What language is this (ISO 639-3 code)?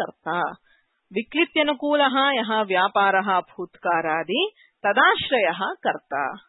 san